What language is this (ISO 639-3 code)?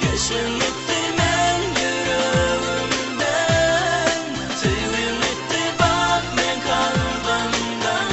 tuk